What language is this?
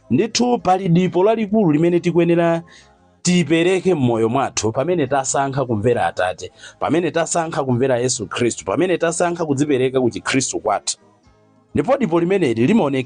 Nyanja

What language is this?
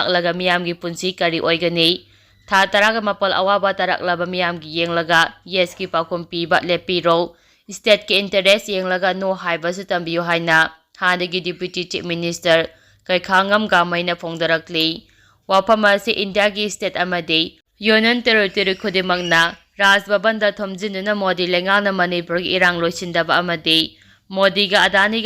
Manipuri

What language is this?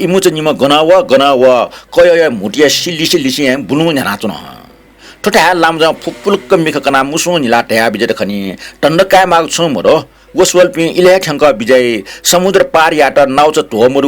Newari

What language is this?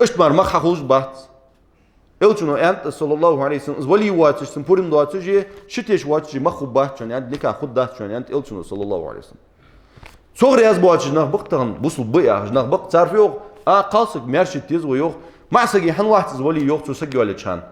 Ingush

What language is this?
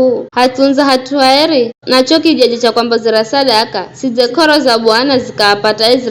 Giryama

